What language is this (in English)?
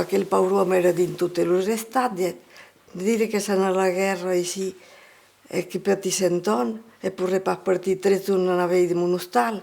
Occitan